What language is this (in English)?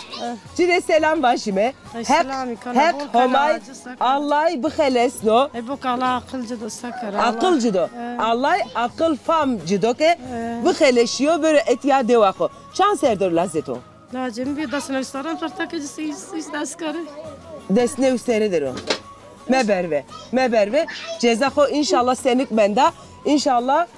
Zaza